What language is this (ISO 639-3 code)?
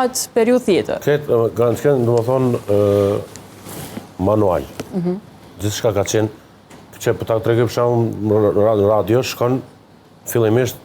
sqi